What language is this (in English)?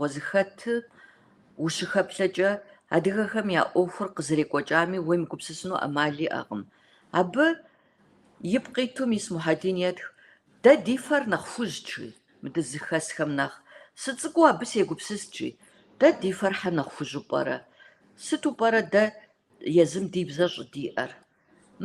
Kabardian